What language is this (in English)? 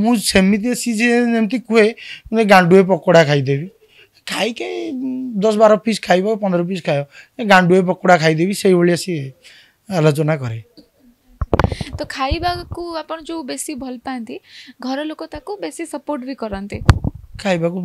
Odia